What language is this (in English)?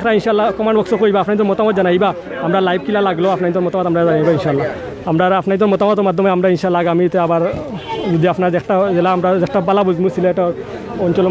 Sylheti